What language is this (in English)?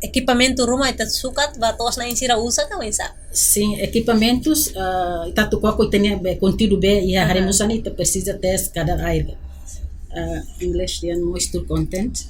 Tetum